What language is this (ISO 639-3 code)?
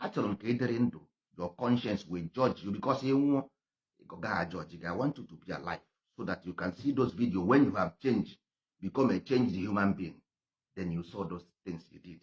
ibo